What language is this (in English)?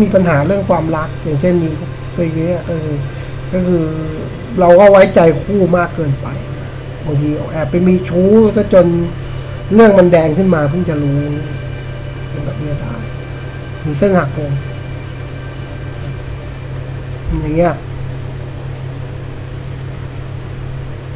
Thai